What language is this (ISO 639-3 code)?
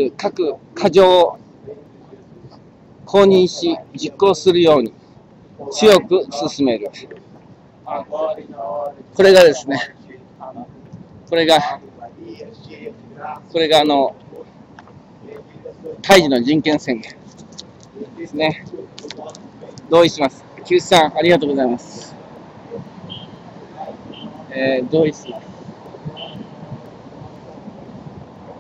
jpn